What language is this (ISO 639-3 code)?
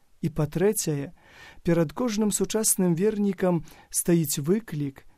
bel